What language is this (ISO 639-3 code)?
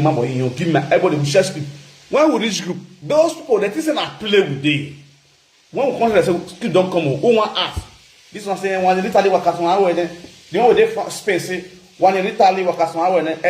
pcm